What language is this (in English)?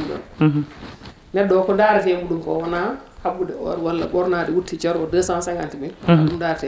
Fula